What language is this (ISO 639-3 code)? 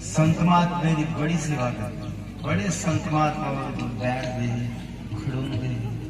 doi